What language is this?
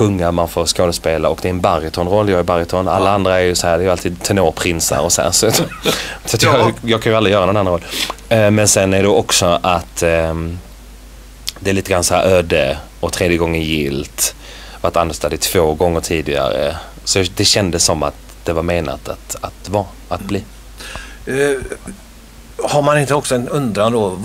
Swedish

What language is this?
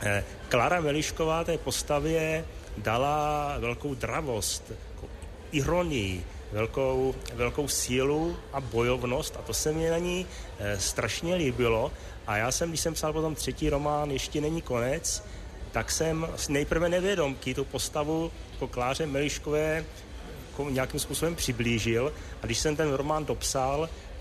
Czech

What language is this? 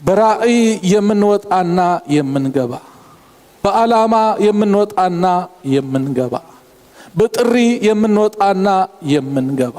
Amharic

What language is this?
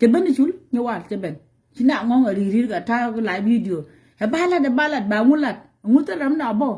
Nuer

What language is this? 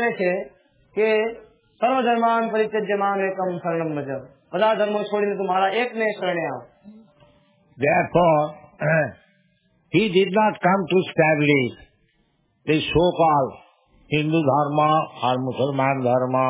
Gujarati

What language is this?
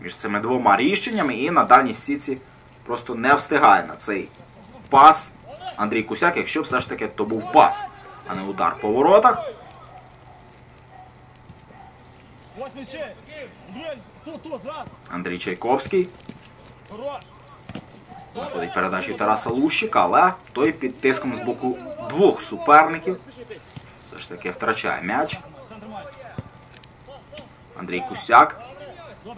Ukrainian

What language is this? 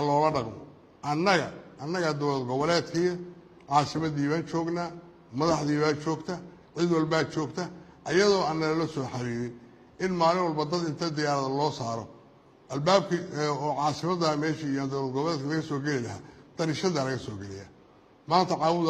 Somali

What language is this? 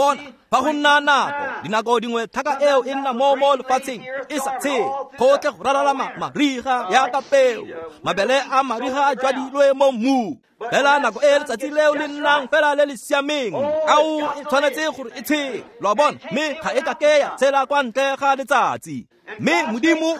Tswana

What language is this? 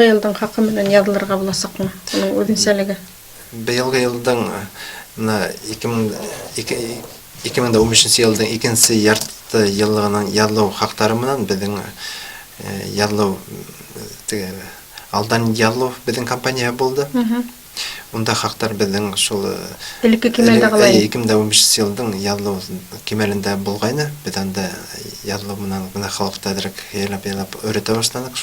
Bashkir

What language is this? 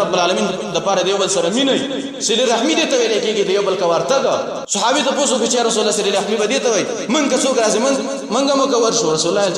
Pashto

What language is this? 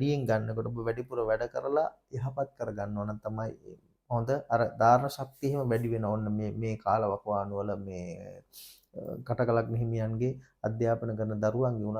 Sinhala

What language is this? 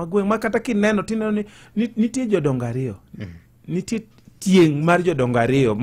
Luo (Kenya and Tanzania)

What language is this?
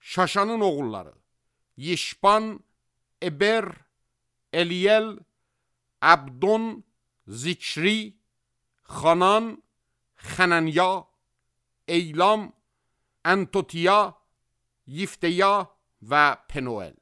Azerbaijani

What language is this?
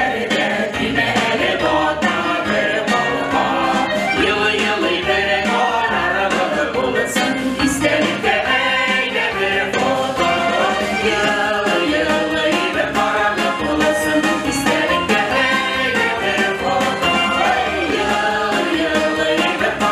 Tatar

